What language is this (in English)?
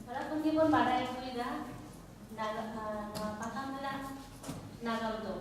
Santali